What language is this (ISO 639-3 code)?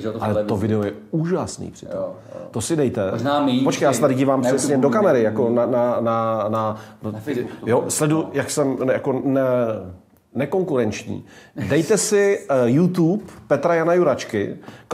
ces